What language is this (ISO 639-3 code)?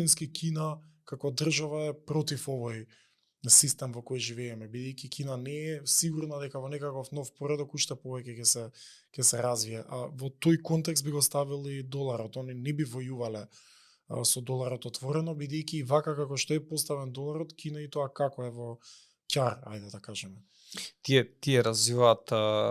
mkd